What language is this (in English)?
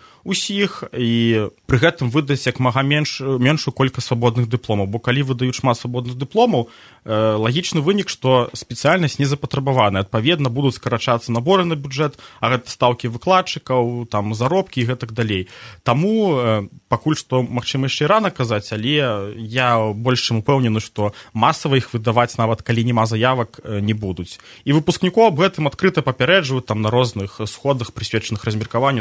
Belarusian